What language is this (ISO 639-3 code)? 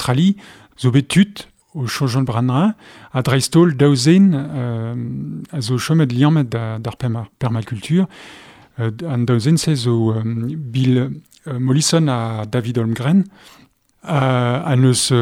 bre